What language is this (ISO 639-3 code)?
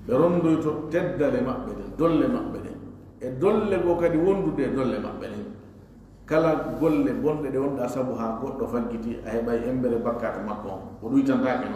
ful